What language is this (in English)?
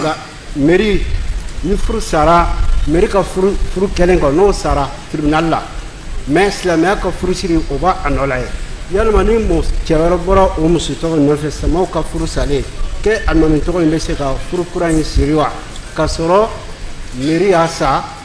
Bambara